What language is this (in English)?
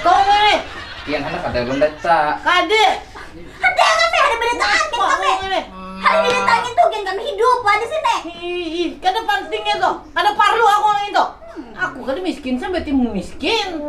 Banjar